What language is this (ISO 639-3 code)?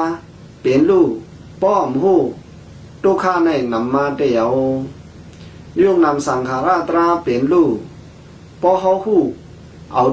shn